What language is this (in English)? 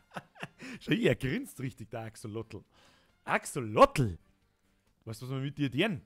Bavarian